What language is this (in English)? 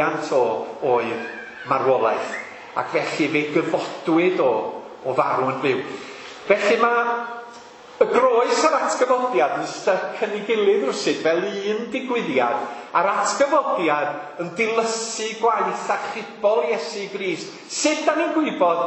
Welsh